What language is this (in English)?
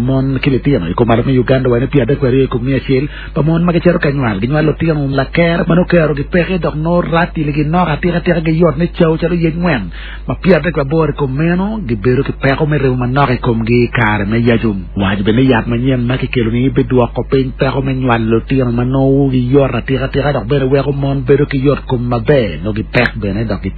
Acoli